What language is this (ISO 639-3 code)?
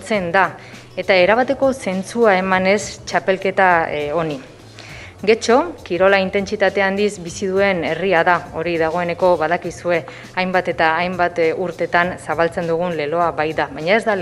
eus